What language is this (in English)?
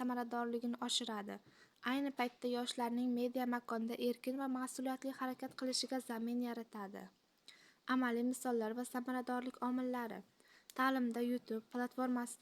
Uzbek